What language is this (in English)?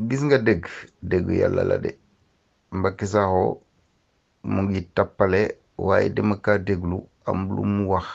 Wolof